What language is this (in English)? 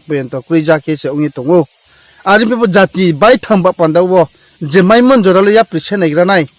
Riang (India)